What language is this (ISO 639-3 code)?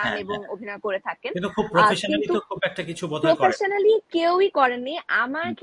ben